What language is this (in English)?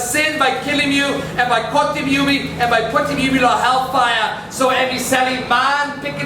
Tok Pisin